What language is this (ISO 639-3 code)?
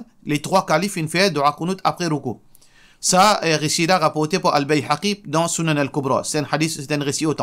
mfe